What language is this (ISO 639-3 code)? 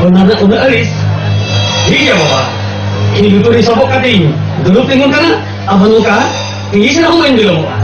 sat